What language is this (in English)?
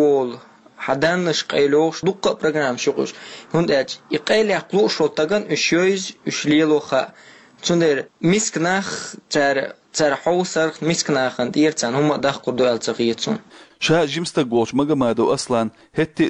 Chechen